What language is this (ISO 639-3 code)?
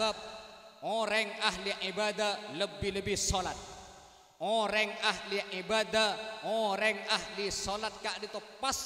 mad